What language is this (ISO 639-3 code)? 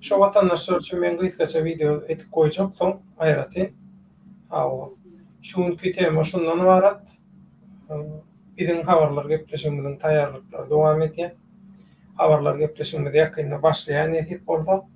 tuk